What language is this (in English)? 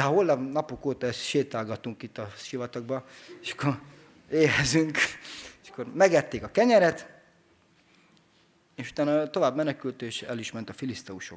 Hungarian